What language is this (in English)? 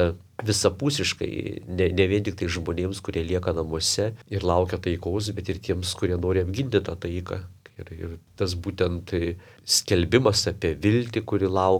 Lithuanian